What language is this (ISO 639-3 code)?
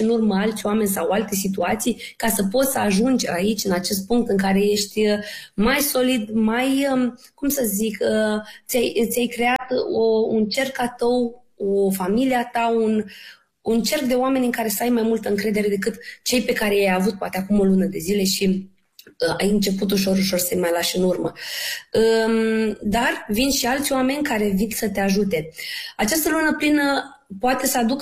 ron